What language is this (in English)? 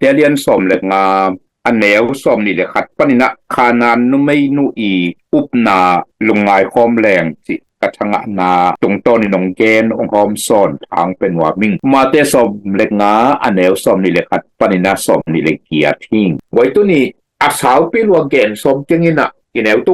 Tedim Chin